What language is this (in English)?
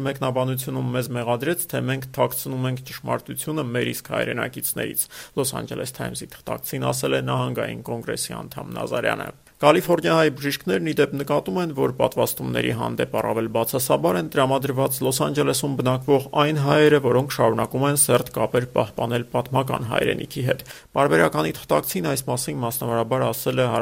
Armenian